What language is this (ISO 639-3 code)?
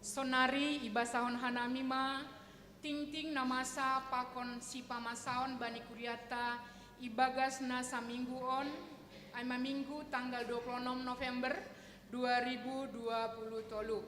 bts